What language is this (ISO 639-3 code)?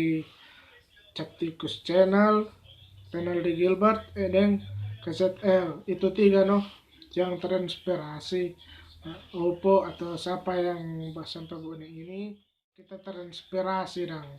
xmm